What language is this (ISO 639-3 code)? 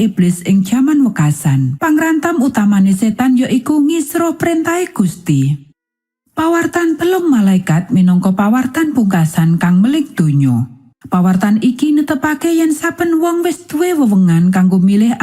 jav